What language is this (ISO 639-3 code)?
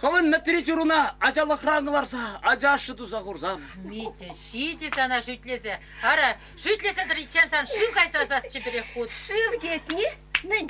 chv